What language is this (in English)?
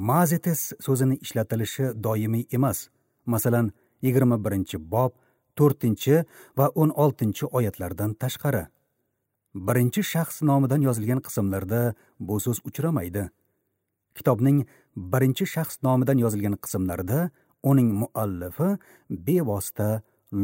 Uzbek